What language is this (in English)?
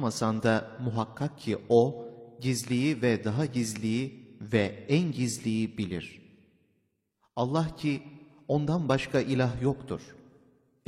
Turkish